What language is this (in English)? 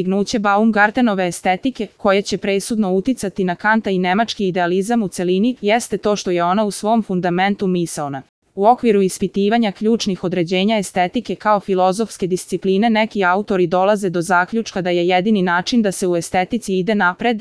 Serbian